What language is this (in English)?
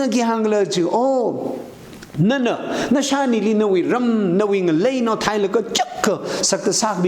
Tangkhul Naga (India)